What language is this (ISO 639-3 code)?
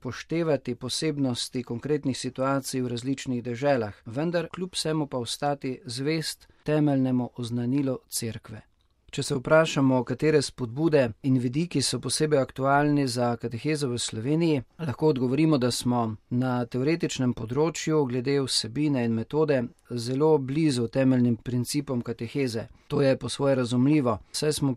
slv